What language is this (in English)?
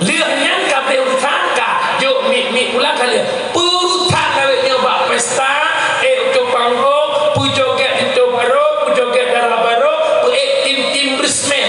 Achinese